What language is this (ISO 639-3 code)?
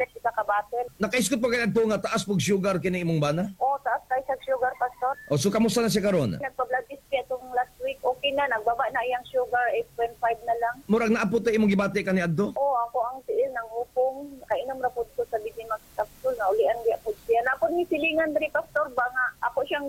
ceb